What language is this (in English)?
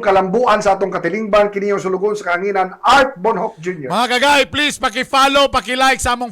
Cebuano